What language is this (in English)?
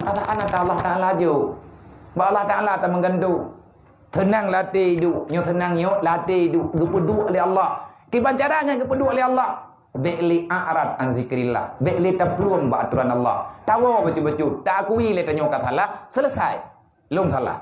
Achinese